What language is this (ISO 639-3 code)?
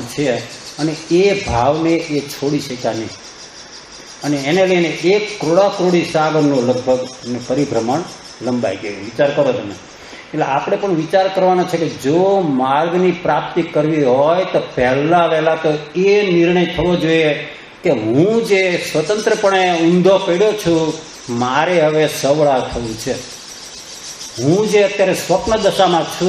guj